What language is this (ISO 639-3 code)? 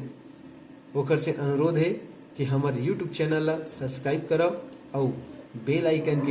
hne